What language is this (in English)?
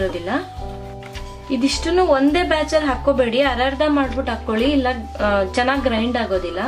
Kannada